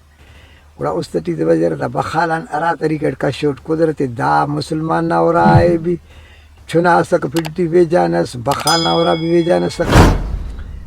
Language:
Brahui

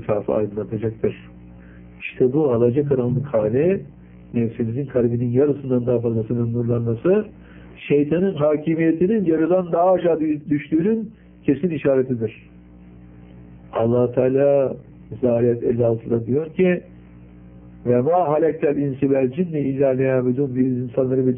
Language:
Turkish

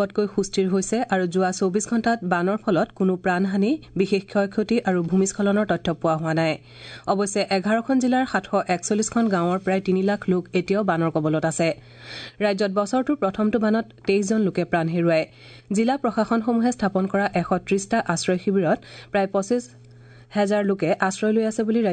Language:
Assamese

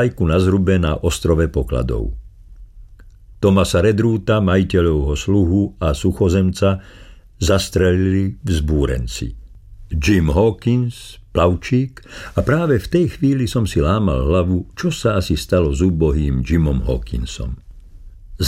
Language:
Slovak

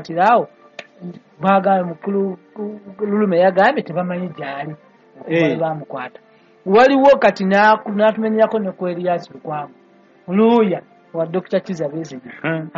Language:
Ganda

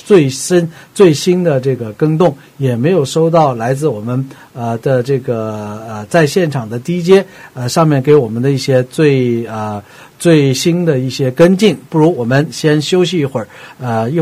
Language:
Chinese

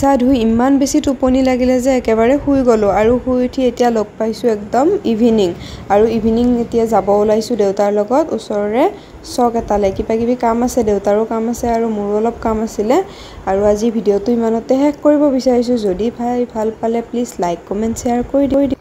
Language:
Assamese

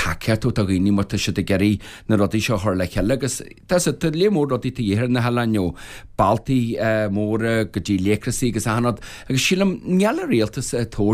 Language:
Irish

